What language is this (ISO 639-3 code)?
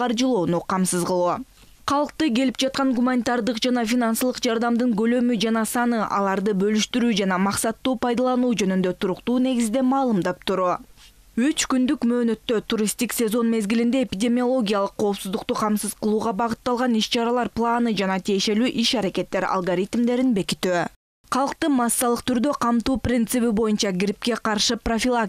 kir